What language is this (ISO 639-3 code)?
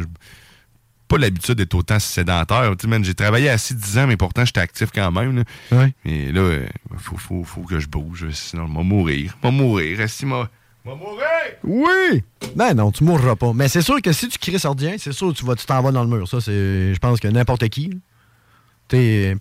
fra